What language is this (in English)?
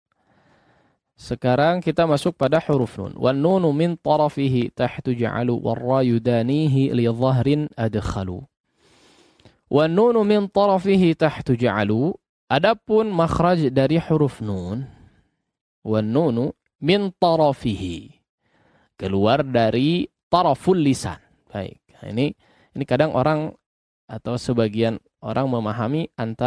Indonesian